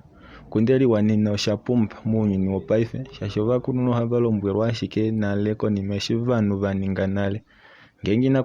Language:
Kuanyama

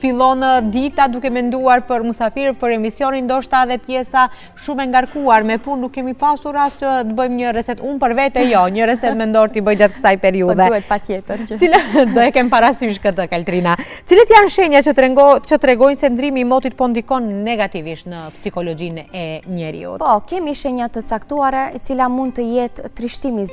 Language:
Albanian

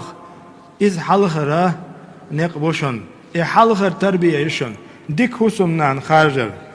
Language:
Chechen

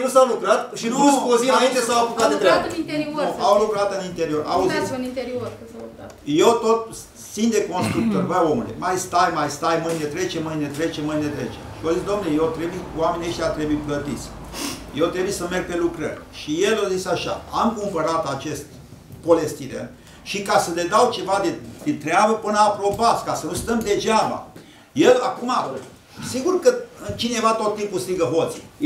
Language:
Romanian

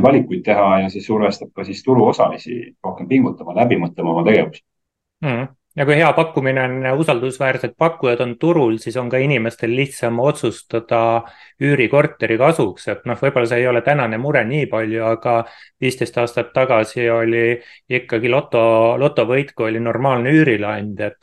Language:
Estonian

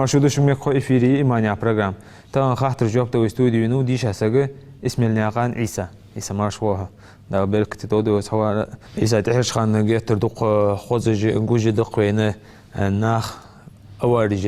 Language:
Ingush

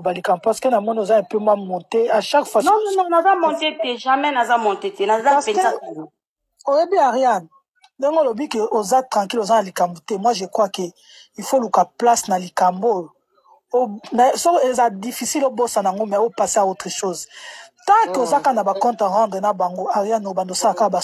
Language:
Lingala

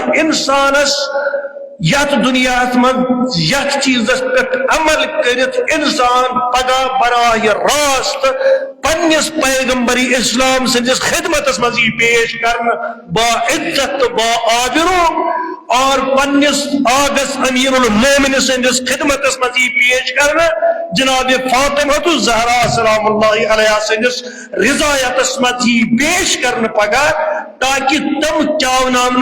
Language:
Kashmiri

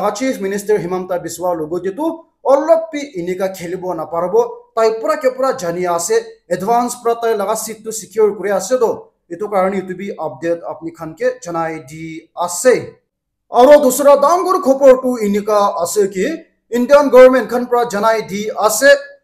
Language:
Naga Pidgin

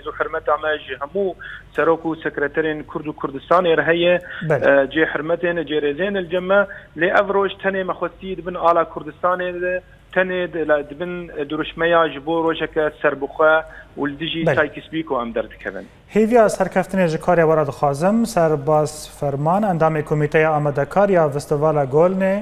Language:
Kurdish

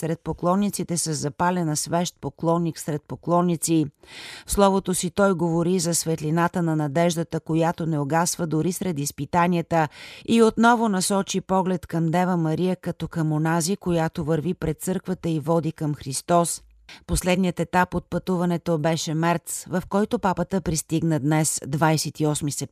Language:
Bulgarian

